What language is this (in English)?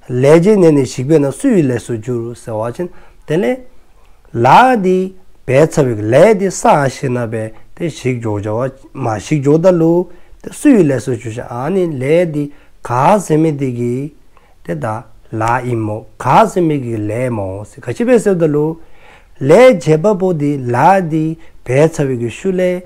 Dzongkha